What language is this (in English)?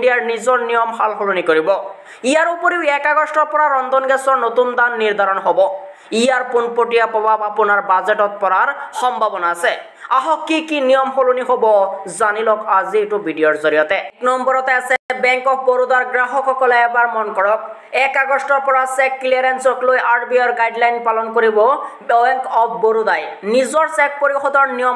Assamese